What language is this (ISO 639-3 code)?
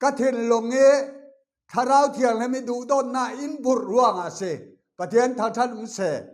cfm